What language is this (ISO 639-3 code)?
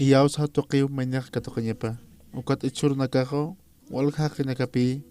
aym